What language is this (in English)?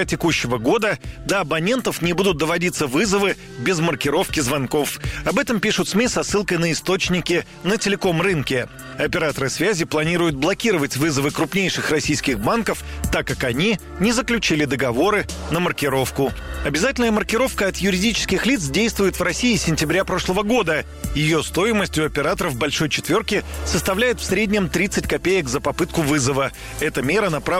Russian